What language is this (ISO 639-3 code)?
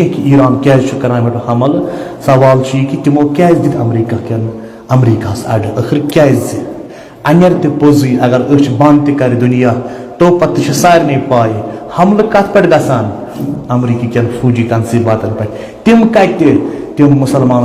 kas